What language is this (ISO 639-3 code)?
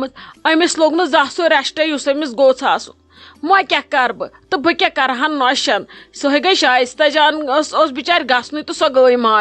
kas